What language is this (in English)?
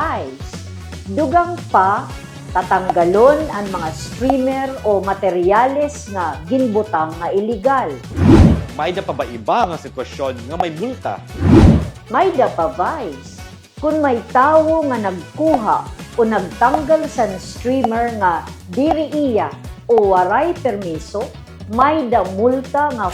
Waray